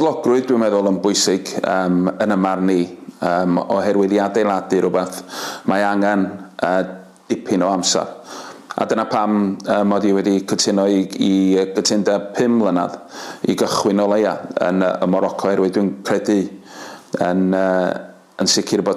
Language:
Welsh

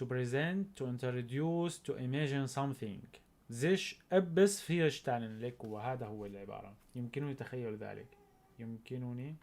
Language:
North Levantine Arabic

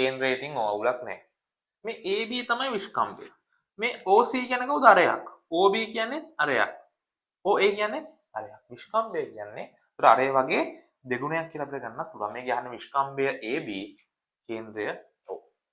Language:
Sinhala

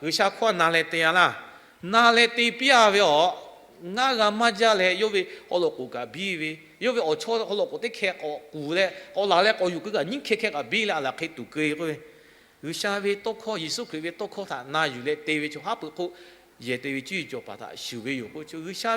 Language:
Lahu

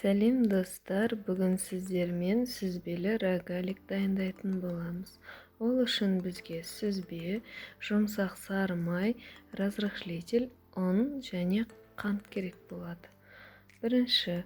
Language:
Kazakh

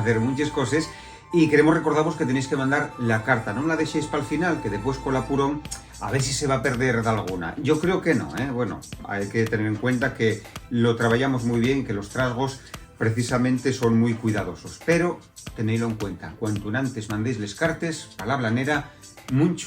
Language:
Asturian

